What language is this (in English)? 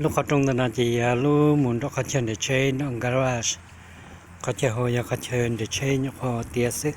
Hmong